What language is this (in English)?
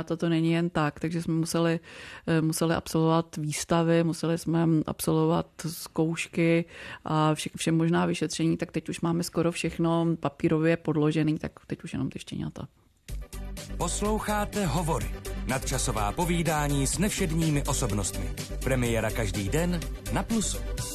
Czech